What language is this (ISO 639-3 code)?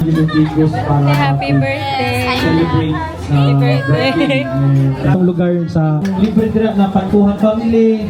ceb